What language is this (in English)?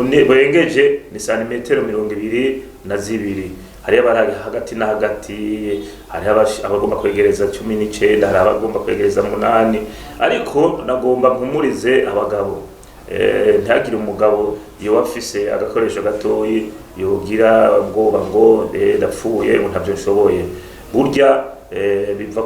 Rundi